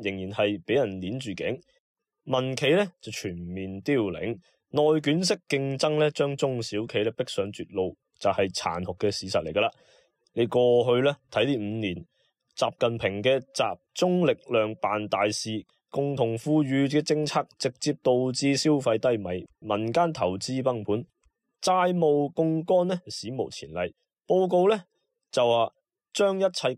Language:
Cantonese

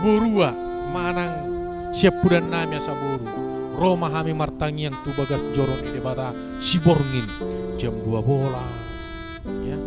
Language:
Batak Toba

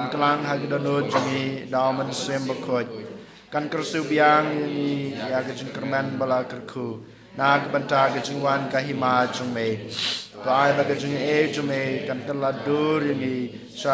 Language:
Khasi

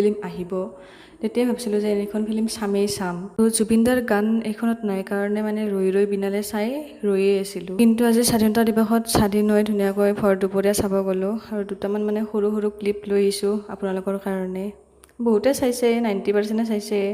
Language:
Assamese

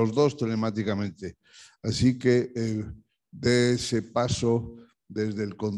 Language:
Spanish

